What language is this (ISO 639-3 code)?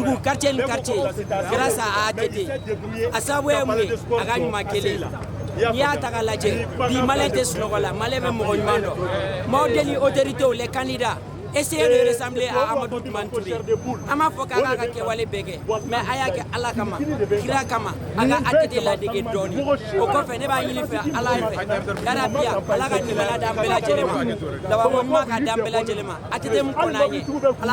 bam